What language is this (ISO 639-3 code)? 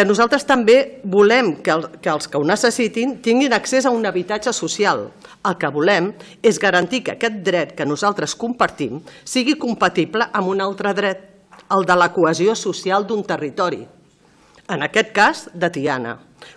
cat